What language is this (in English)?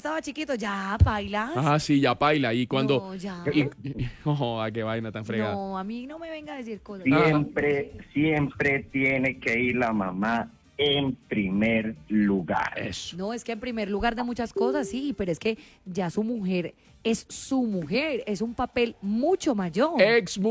Spanish